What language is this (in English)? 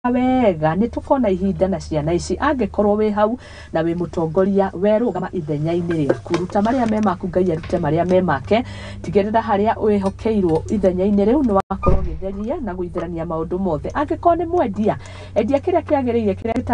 Kikuyu